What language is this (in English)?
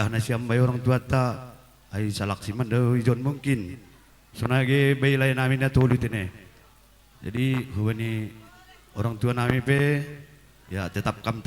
Batak Simalungun